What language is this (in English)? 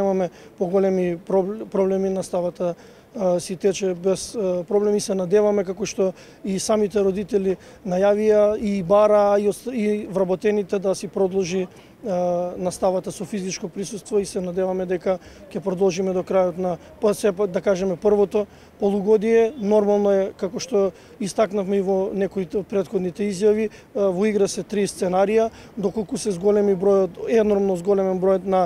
Macedonian